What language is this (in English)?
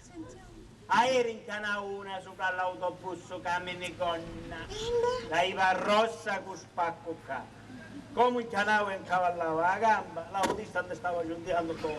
Sicilian